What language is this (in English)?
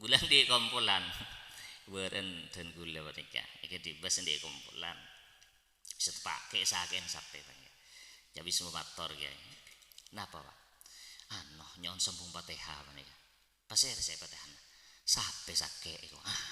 Madurese